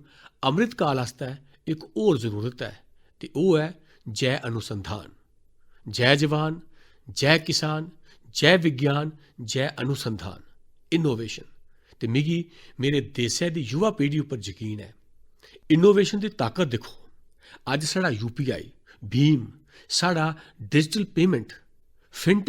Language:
Dogri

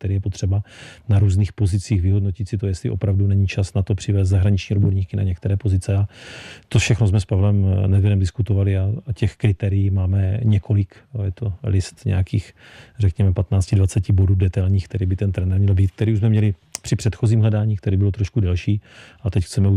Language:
Czech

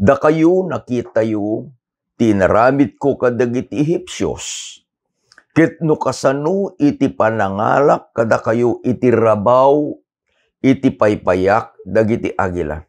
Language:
Iloko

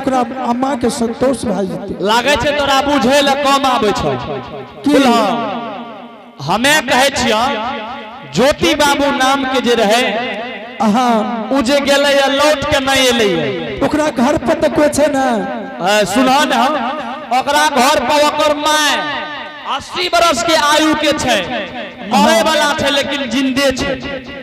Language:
Angika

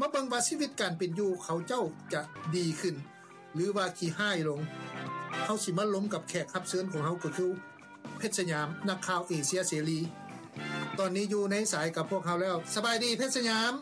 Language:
Lao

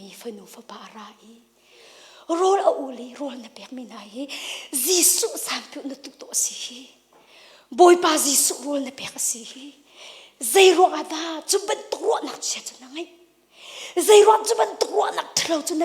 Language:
Hakha Chin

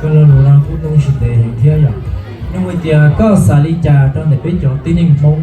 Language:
Hmong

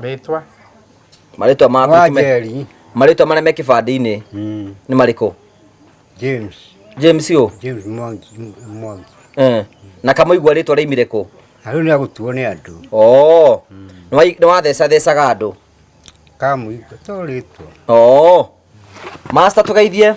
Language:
Kikuyu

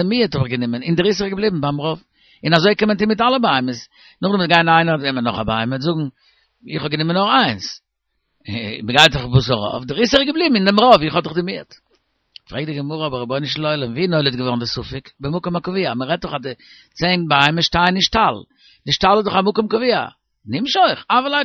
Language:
Yiddish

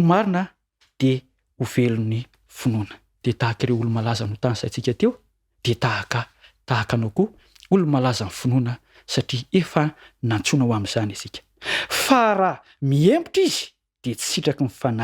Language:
Malagasy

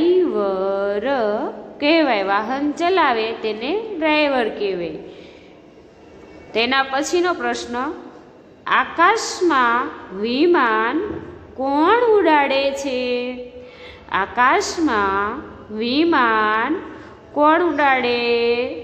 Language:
Gujarati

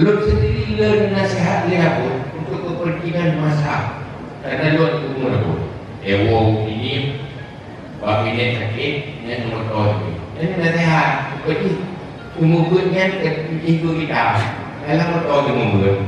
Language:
Achinese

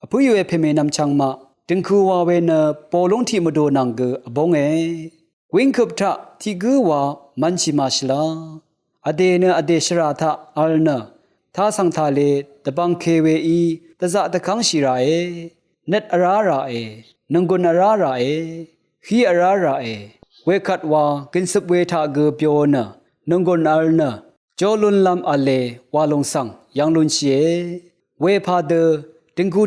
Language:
Rawang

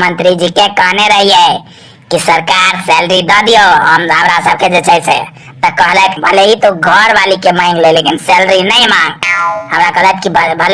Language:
Maithili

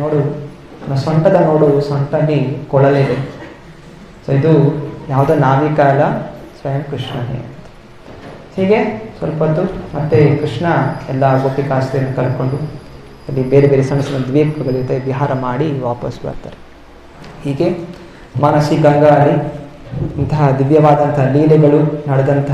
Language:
Kannada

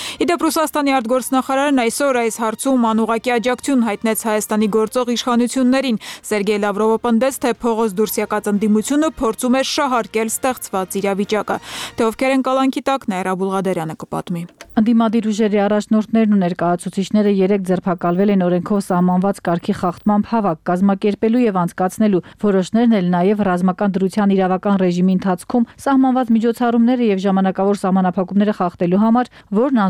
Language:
Armenian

